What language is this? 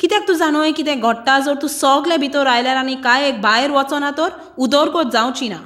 Konkani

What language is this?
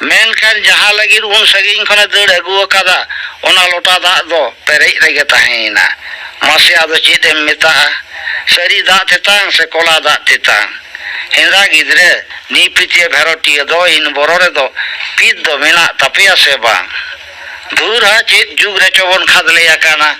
Santali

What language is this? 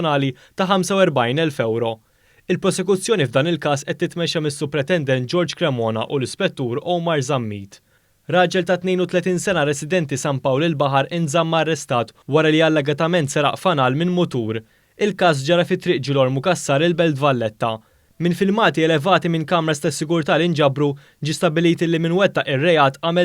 Maltese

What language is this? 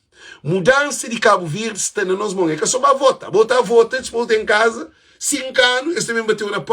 Kabuverdianu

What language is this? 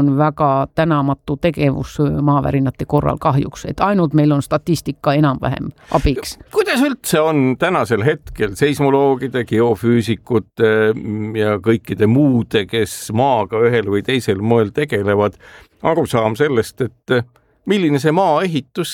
Estonian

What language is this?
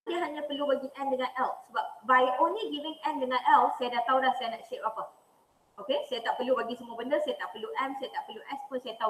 Malay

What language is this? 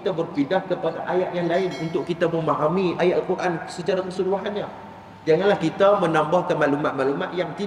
Malay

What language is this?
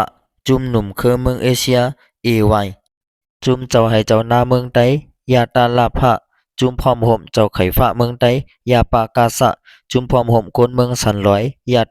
Shan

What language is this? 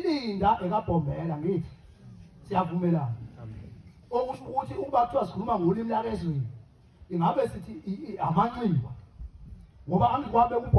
Zulu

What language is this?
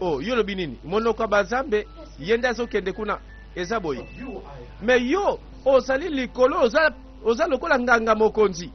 Lingala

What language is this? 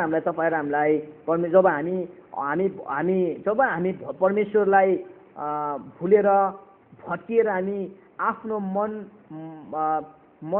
Nepali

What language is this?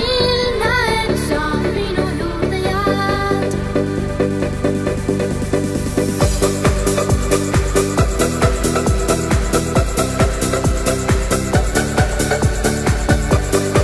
Estonian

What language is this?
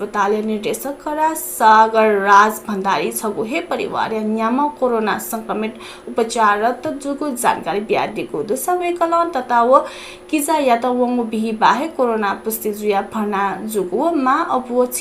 Newari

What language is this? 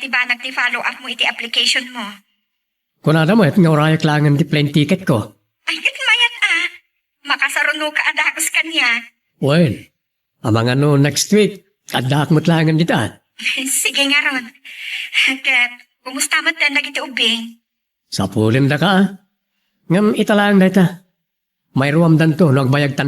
Iloko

